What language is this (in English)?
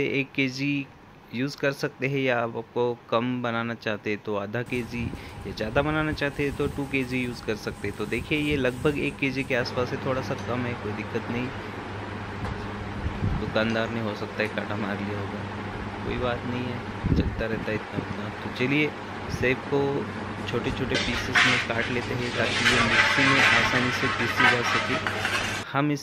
Hindi